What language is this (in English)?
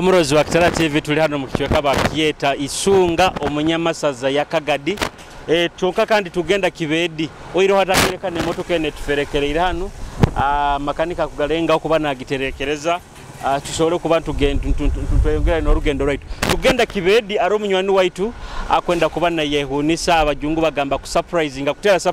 Nyoro